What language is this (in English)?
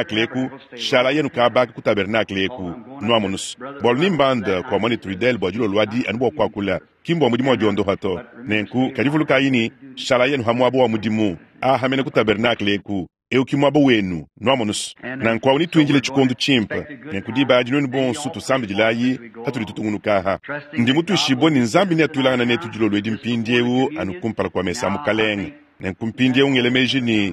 Luba-Lulua